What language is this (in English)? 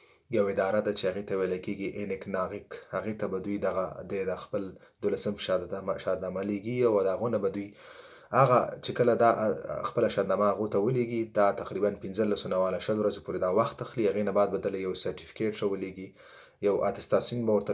Pashto